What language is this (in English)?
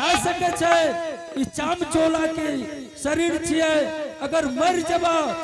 Angika